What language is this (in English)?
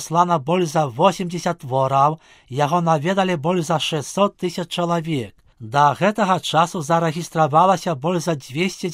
Belarusian